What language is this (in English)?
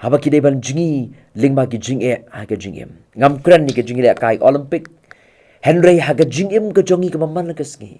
Khasi